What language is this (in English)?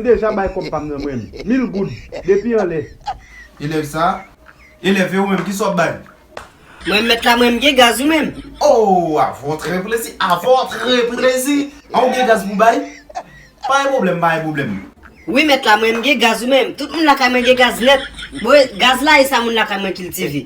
Haitian Creole